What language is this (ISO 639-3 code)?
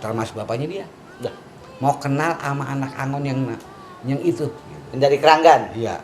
bew